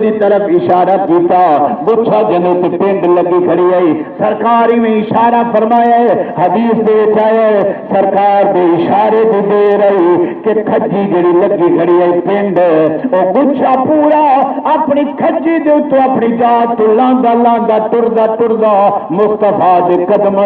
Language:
Saraiki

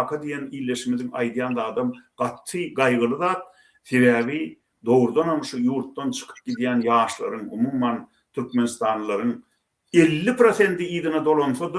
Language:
Turkmen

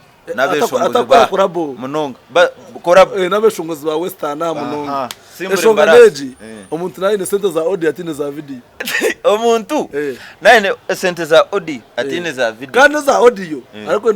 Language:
Nyankole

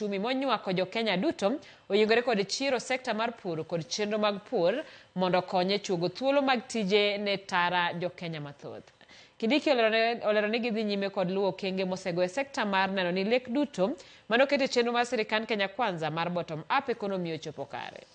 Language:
Luo (Kenya and Tanzania)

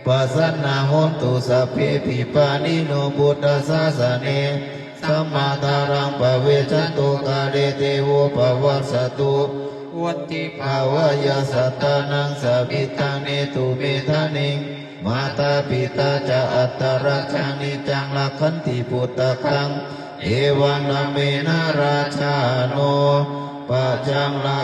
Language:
Pali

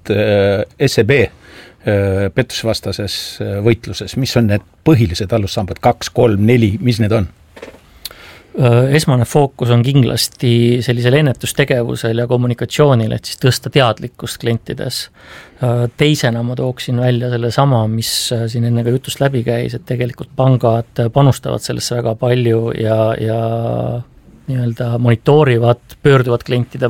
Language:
Estonian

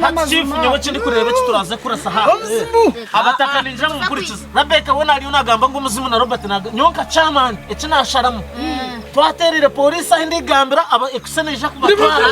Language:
Nyankole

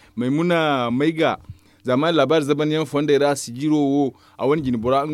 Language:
Zarma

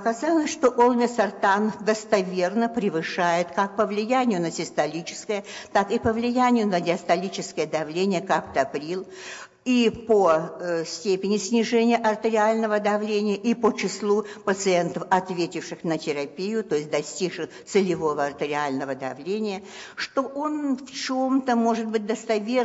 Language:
Russian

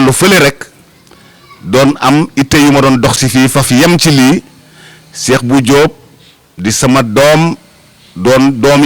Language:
Wolof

